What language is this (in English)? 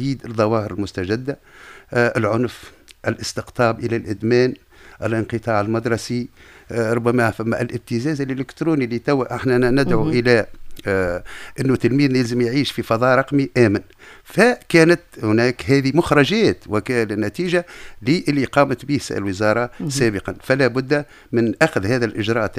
Tunisian Arabic